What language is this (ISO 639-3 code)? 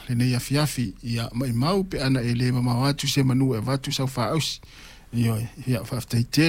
smo